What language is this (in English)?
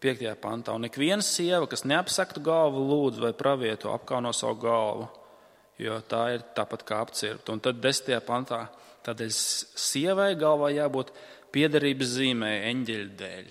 Latvian